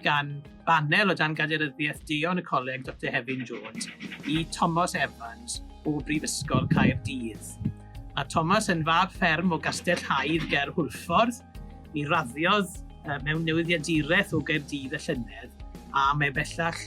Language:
Welsh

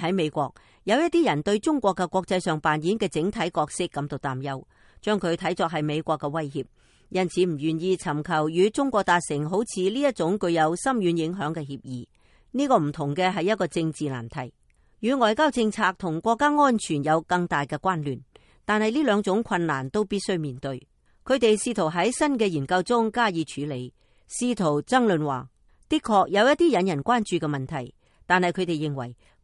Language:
Cantonese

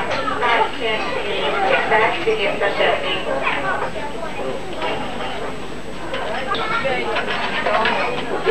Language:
Finnish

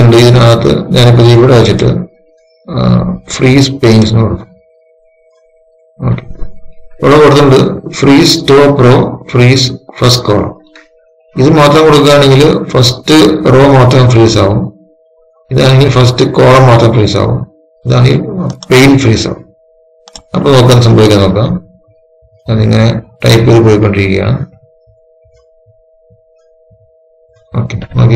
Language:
Malayalam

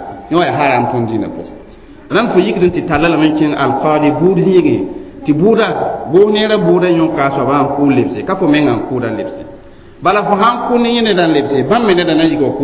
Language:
Mossi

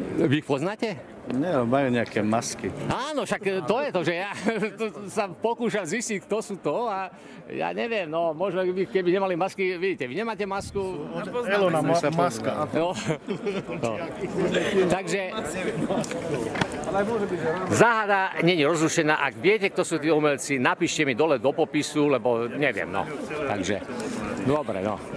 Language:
Slovak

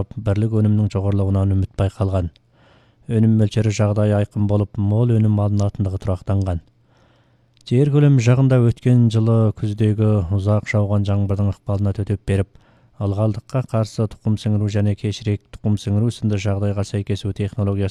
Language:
Kazakh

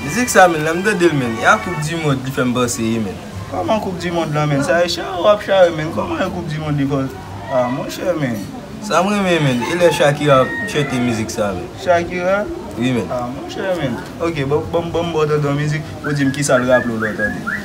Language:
Haitian Creole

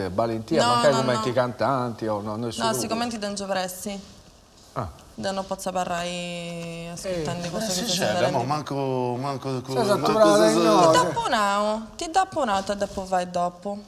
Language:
Sardinian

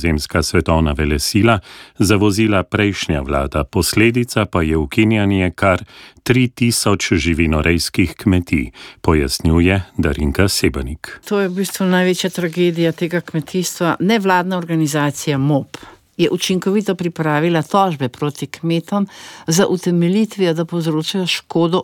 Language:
Slovenian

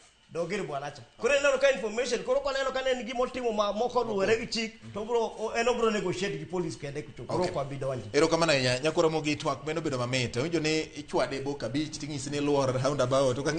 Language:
Luo (Kenya and Tanzania)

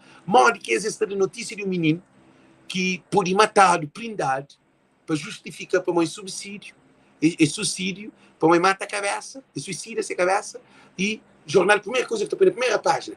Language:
Kabuverdianu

